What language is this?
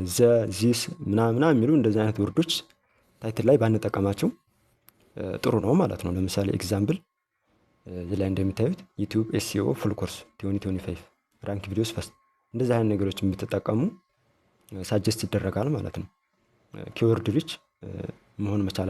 Amharic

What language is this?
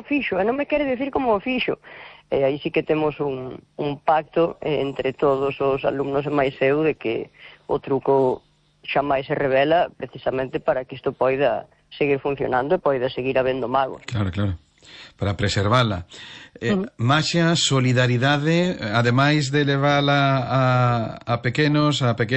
Galician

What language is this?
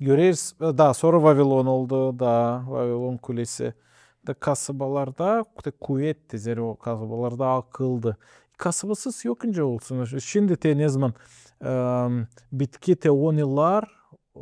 Gagauz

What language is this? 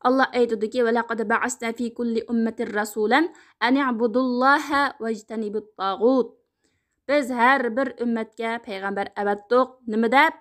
Uyghur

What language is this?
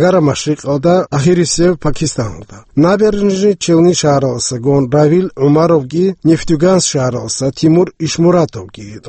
Avaric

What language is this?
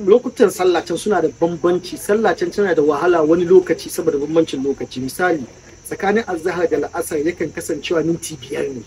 Hausa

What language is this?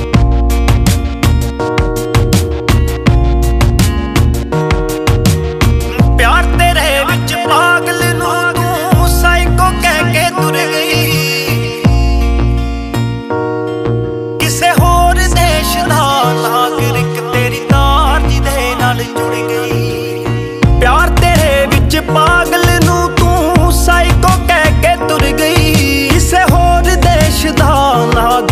Punjabi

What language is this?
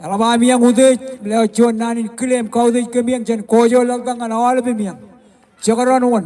Marshallese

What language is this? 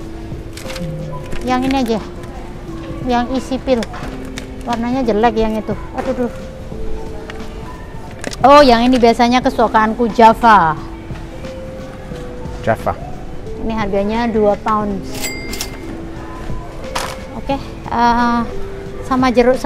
Indonesian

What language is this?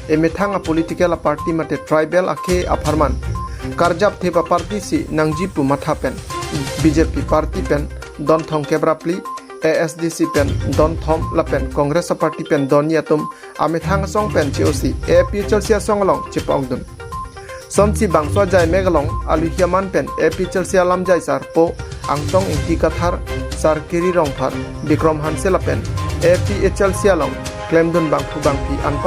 Karbi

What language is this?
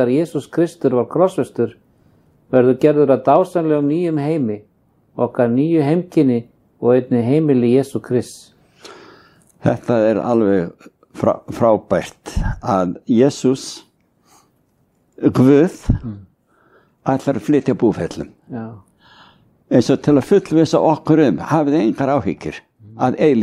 Icelandic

